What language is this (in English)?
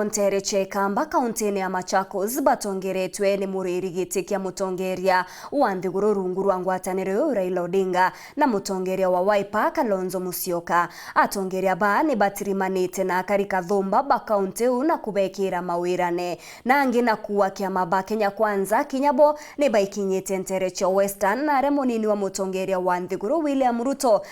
Meru